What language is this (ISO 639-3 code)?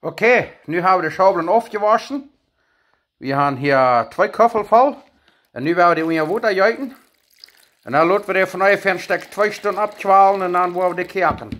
pdt